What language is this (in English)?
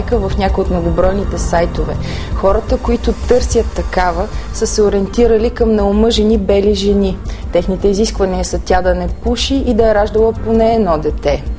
Bulgarian